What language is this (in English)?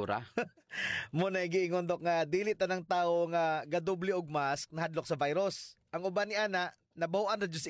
Cebuano